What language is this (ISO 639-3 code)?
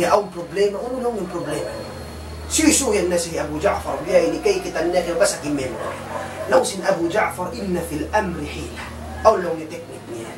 tsg